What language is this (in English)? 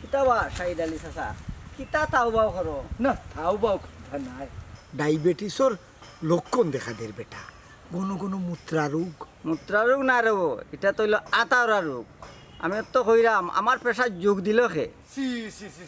Sylheti